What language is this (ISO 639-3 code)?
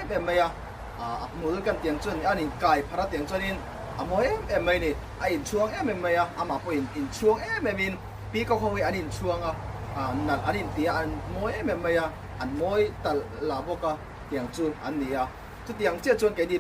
lus